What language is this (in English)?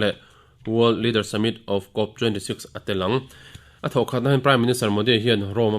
Mizo